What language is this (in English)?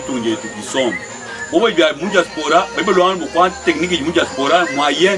Luba-Lulua